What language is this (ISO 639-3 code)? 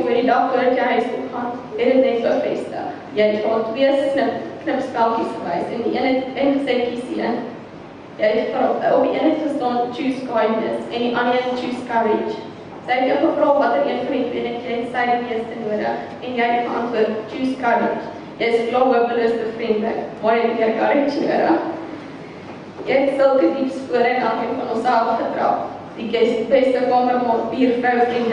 afr